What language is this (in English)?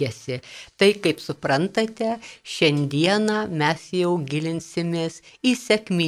Lithuanian